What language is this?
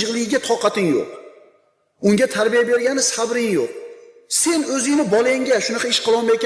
Uzbek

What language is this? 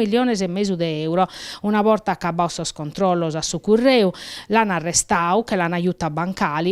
Sardinian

